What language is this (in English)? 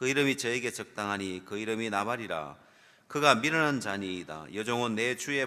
Korean